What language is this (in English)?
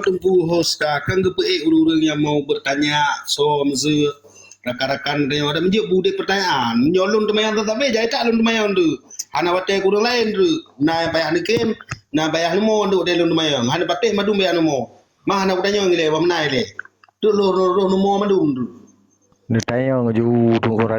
Achinese